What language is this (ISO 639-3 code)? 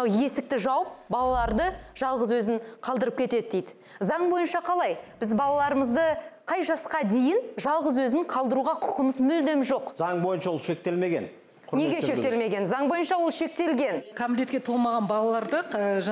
kaz